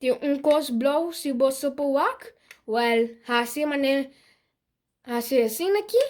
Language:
Papiamento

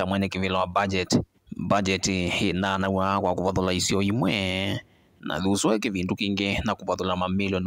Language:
Kamba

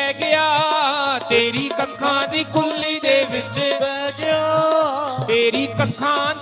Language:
Dogri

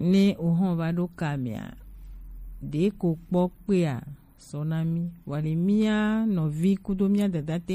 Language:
Gen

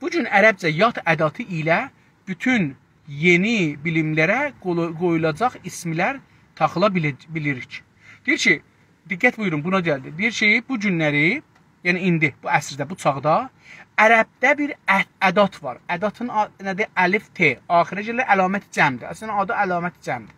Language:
South Azerbaijani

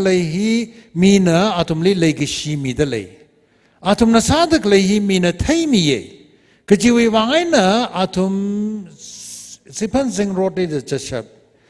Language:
Tangkhul Naga (India)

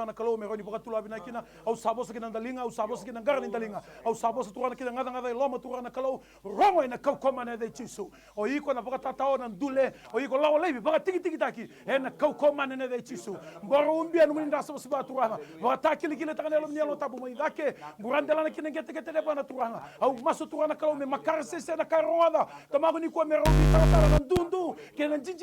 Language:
Fijian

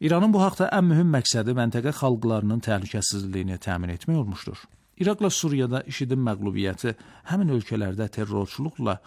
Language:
Azerbaijani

